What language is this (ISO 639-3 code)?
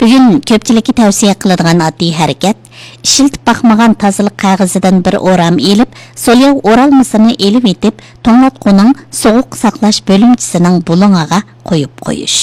uig